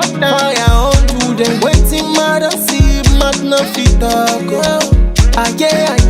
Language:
Nigerian Pidgin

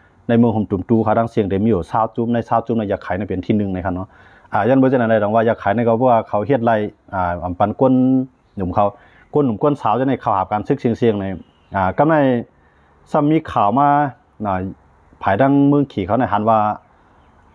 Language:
Shan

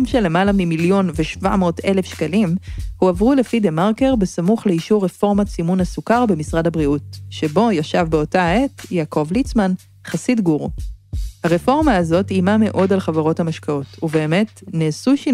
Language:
Hebrew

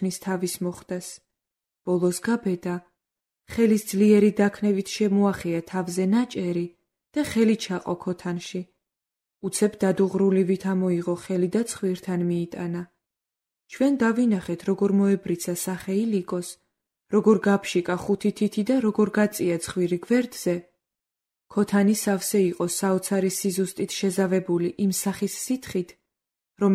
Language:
Georgian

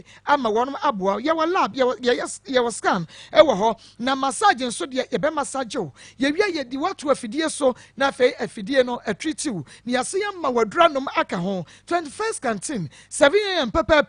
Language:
Akan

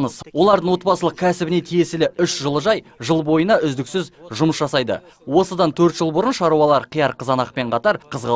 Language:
Kazakh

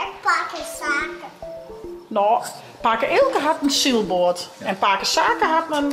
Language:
Western Frisian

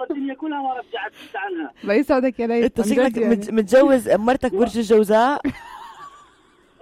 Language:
North Levantine Arabic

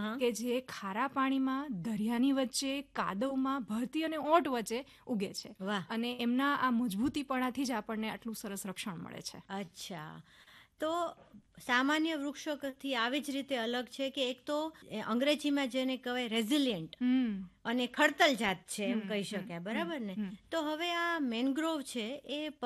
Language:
Gujarati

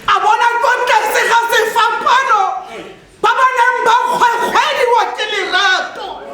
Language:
Tswana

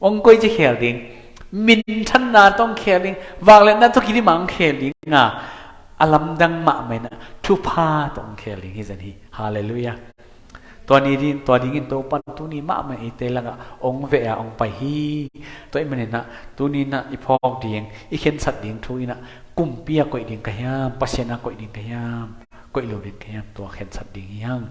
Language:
Tedim Chin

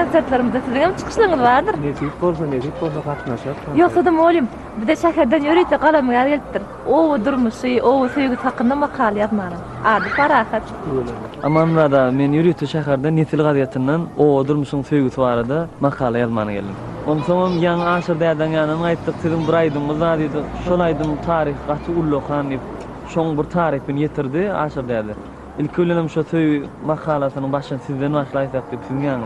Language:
Turkmen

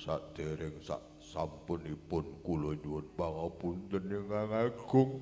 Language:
Javanese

